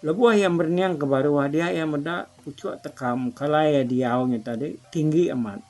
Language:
Iban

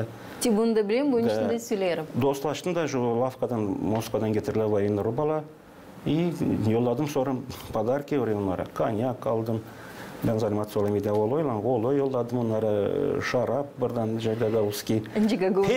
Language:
Gagauz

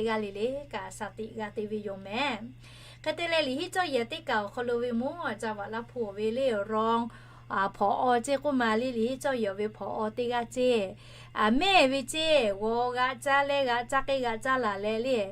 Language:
Lahu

